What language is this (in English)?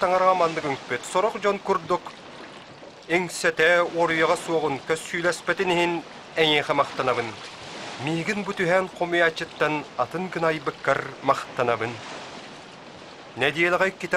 Yakut